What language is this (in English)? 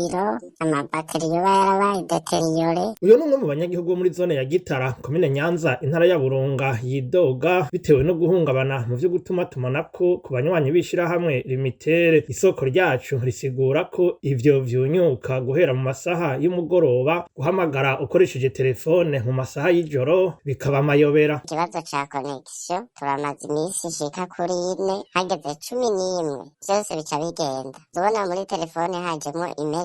Rundi